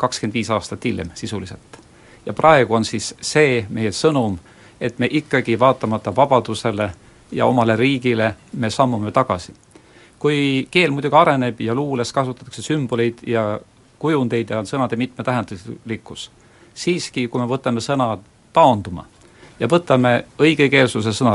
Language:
Estonian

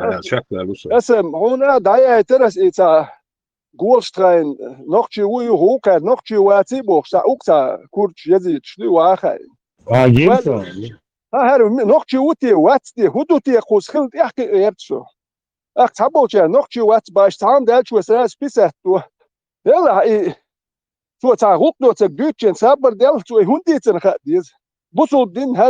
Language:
Chechen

